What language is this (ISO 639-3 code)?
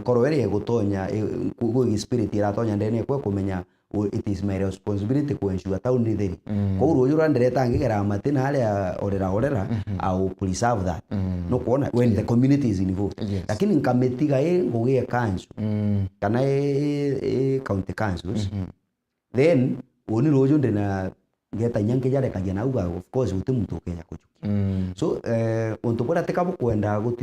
mer